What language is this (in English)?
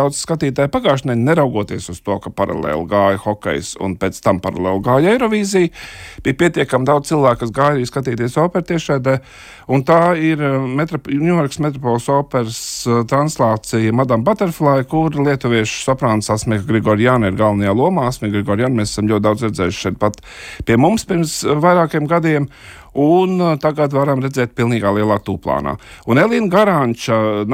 Latvian